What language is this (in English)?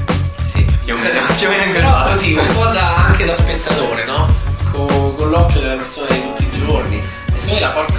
Italian